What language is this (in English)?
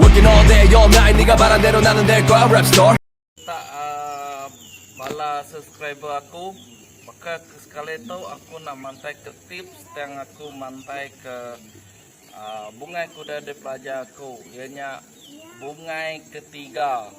Iban